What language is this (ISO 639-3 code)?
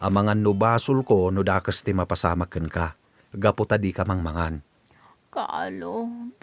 ilo